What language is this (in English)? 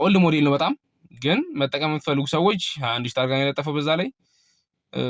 Amharic